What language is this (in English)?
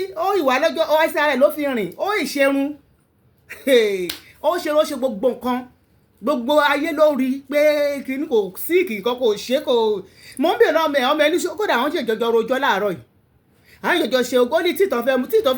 Yoruba